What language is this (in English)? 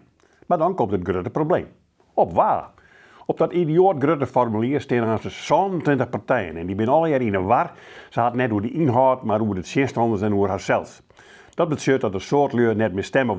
Western Frisian